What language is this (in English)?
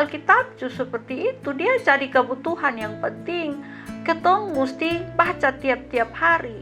Kupang Malay